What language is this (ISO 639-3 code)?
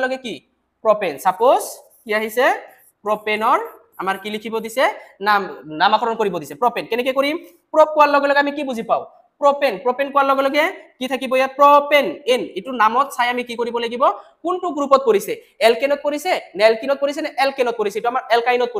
asm